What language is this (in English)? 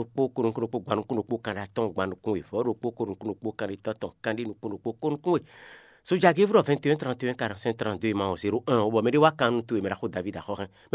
Fon